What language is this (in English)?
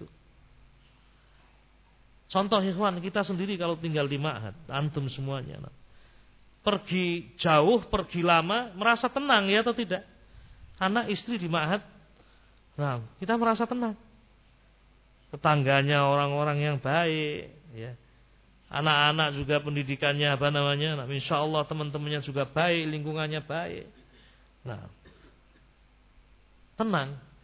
Indonesian